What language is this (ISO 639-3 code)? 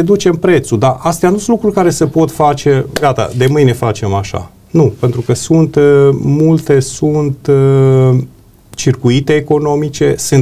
ron